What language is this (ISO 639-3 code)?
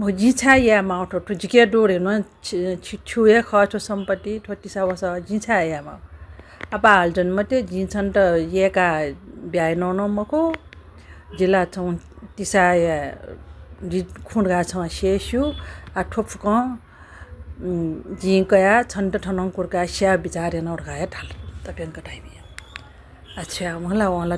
new